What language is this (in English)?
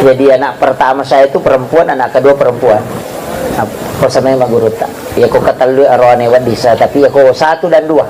Buginese